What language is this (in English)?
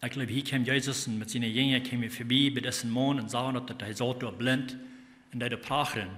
Plautdietsch